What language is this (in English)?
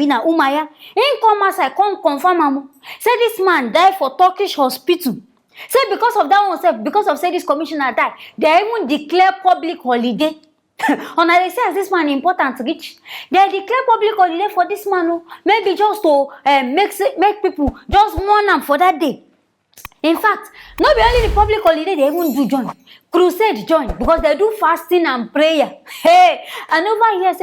Nigerian Pidgin